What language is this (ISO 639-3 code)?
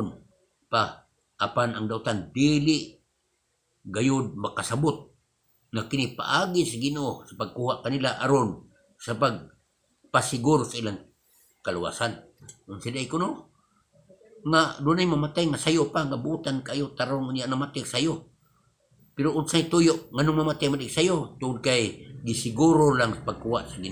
ceb